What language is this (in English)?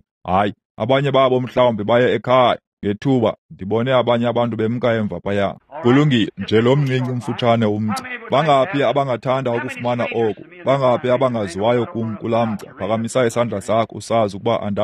Xhosa